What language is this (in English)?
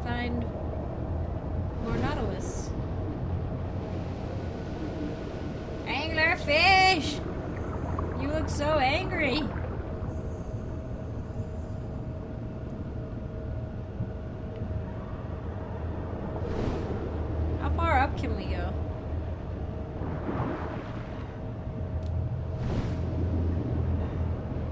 English